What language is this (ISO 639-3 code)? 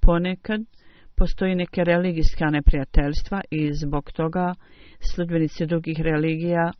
bos